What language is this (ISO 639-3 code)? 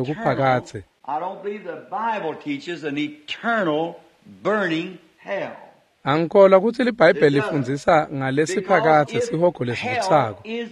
ssw